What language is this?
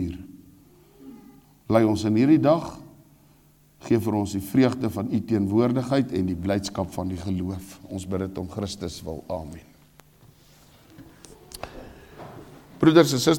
Afrikaans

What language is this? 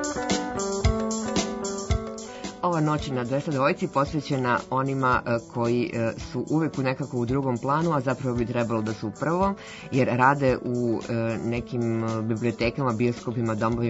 Serbian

